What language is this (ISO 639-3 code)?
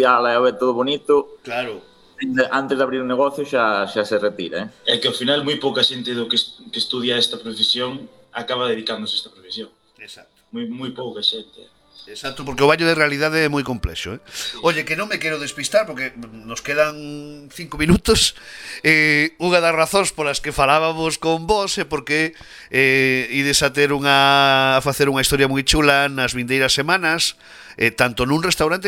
glg